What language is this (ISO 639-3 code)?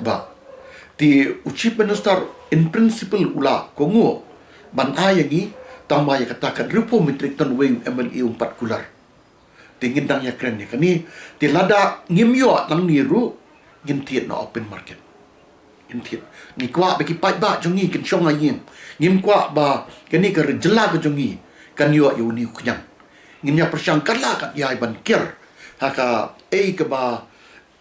kha